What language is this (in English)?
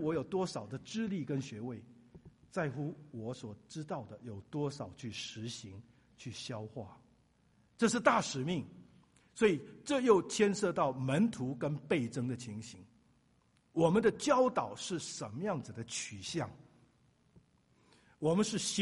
Chinese